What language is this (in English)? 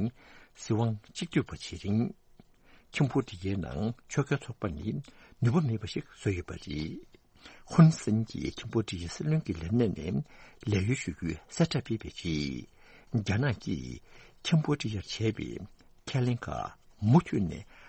Tibetan